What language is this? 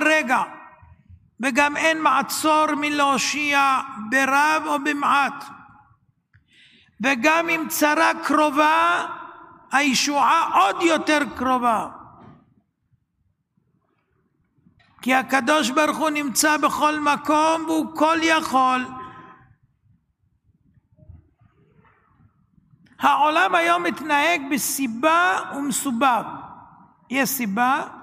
Hebrew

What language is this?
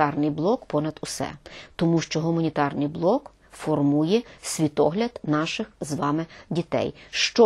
Ukrainian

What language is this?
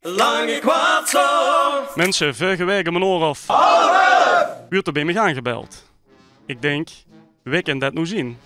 Limburgish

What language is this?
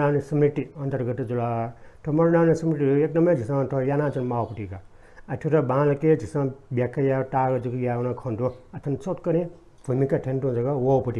Newari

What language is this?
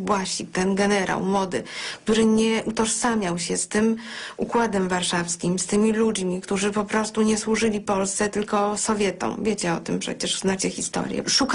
Polish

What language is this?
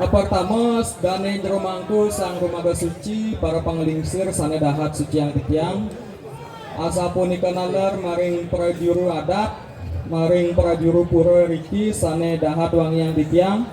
Balinese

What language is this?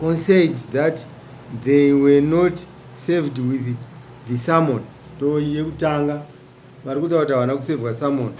Shona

